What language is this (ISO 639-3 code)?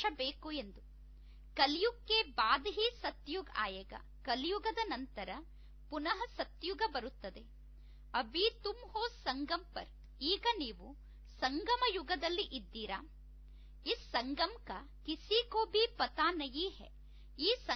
kan